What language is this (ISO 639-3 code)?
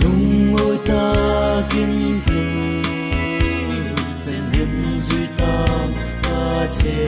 hmr